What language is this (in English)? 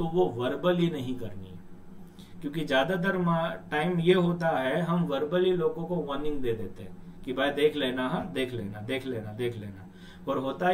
Hindi